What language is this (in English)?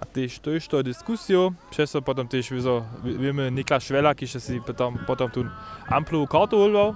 Upper Sorbian